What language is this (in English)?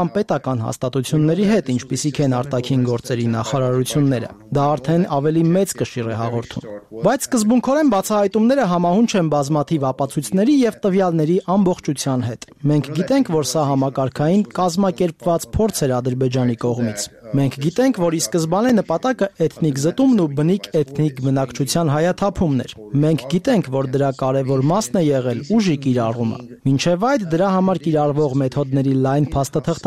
Armenian